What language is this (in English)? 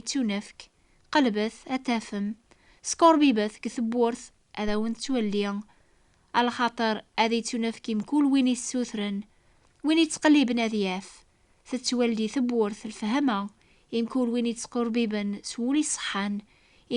Kabyle